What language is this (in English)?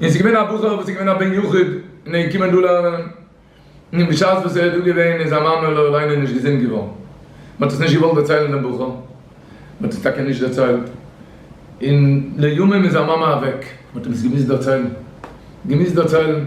Yiddish